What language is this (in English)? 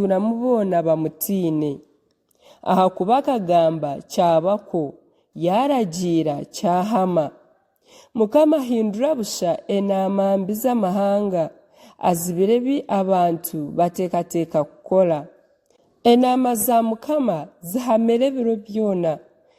Nyankole